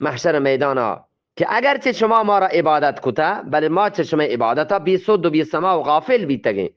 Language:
Eastern Balochi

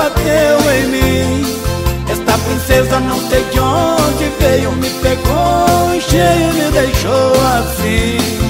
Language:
Portuguese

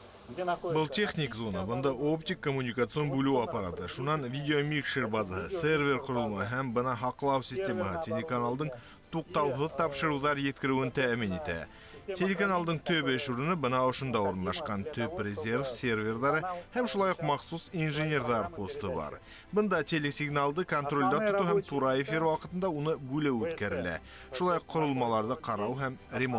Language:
Bashkir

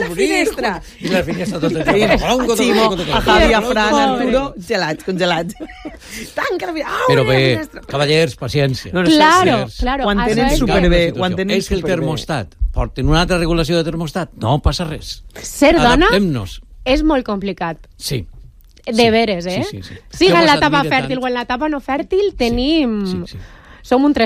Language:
Catalan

